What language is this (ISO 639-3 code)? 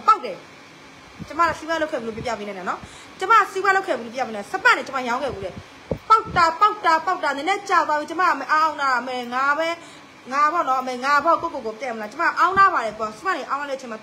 mya